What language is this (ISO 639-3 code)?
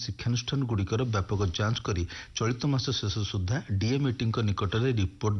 ori